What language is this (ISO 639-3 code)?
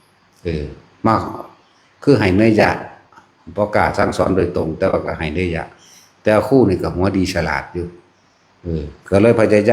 tts